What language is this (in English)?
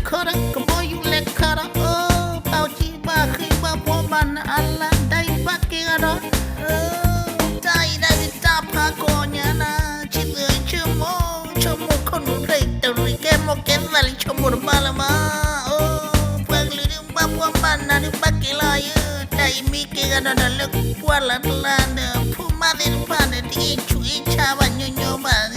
S'gaw Karen